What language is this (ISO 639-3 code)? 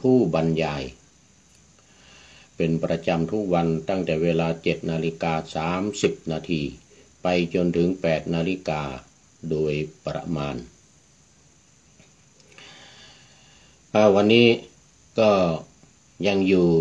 tha